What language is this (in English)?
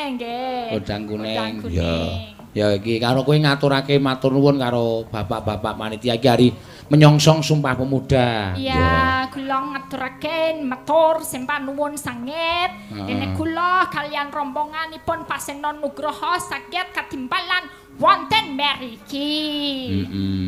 Javanese